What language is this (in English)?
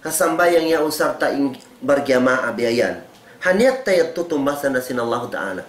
Tausug